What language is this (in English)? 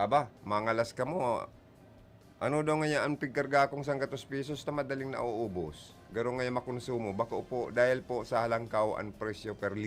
Bikol